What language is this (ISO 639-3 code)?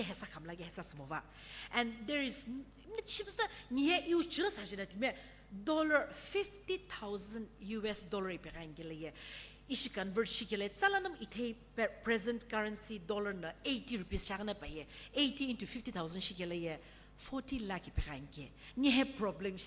nsm